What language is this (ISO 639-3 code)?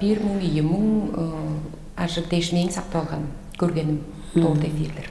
tyv